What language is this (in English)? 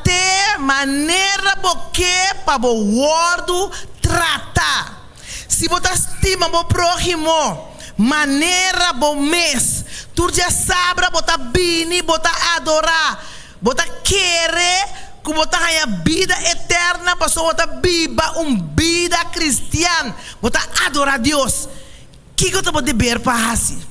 Papiamento